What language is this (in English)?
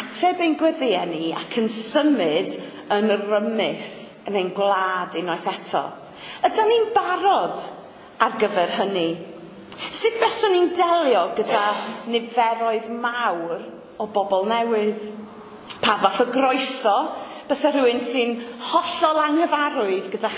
Welsh